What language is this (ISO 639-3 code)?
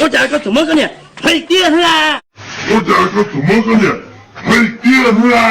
hmn